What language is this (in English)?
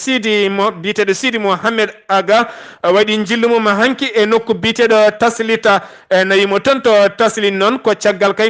Fula